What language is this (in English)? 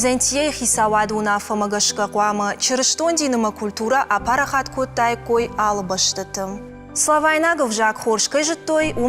Ossetic